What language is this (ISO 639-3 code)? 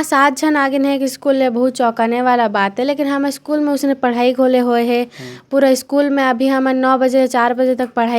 hne